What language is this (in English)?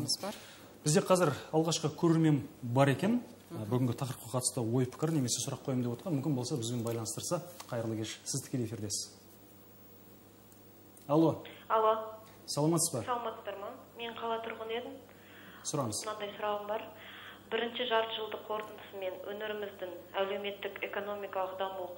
Kazakh